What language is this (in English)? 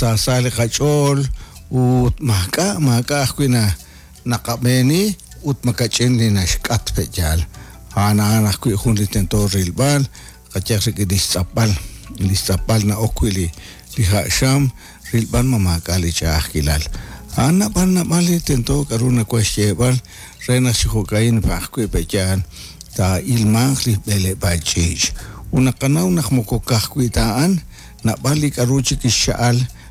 Kekchí